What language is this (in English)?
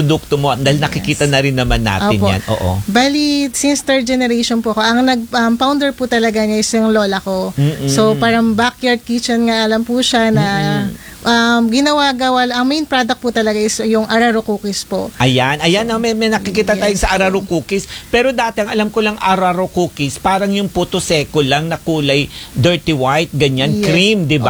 Filipino